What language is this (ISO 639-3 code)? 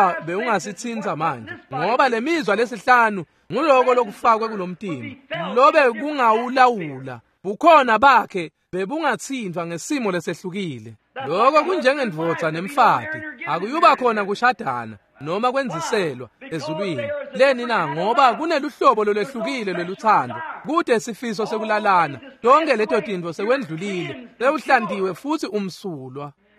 ssw